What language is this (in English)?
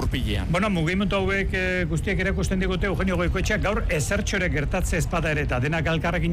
Basque